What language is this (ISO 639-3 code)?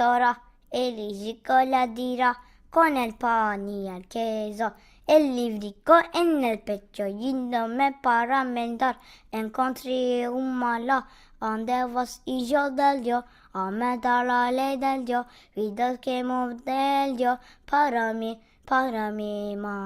lad